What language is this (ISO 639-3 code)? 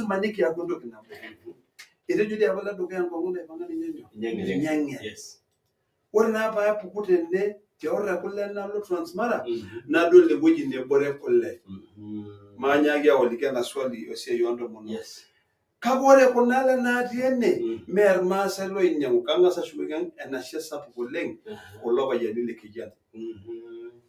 mas